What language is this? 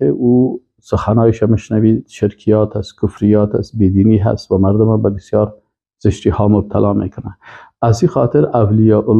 Persian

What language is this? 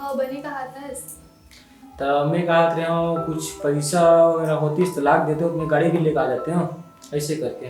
Chhattisgarhi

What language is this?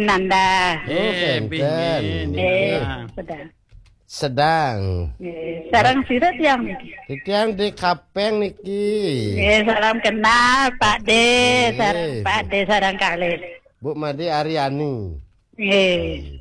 Balinese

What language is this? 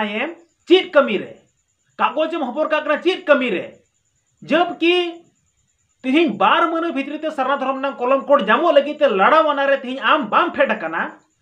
Santali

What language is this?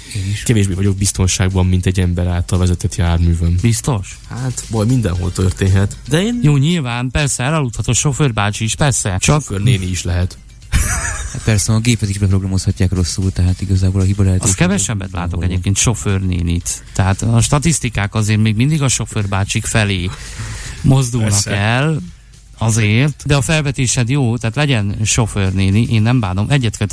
Hungarian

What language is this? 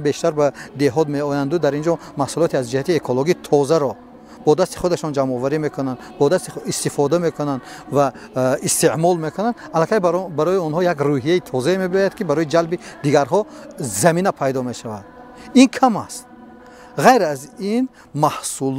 Tajik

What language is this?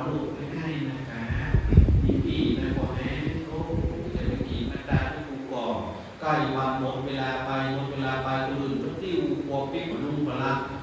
Thai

